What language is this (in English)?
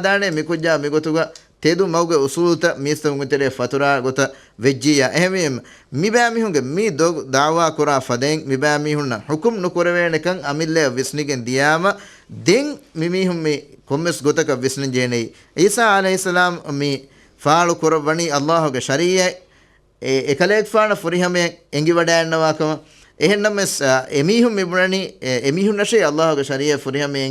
Divehi